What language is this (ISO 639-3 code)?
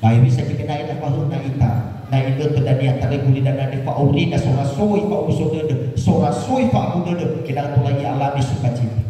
nia